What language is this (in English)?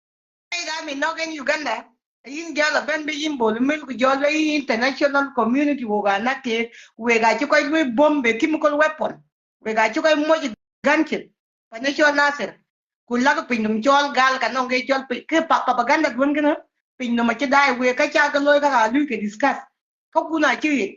Nuer